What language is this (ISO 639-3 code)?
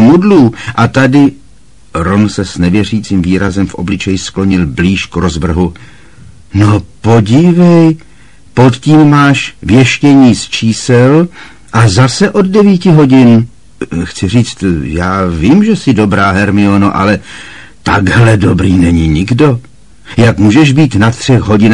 ces